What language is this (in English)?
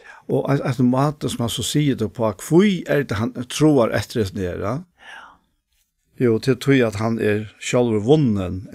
Faroese